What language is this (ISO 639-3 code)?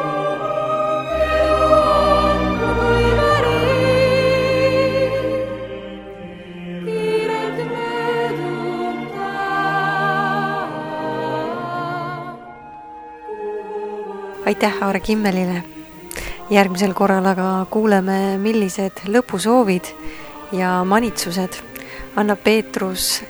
est